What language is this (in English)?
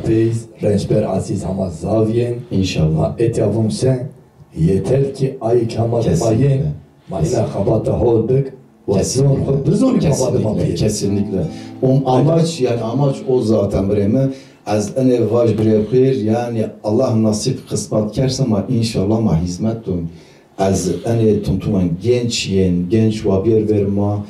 Zaza